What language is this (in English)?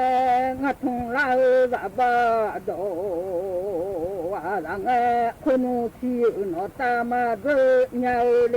Akha